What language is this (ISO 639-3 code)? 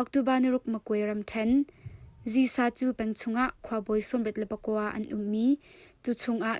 cnh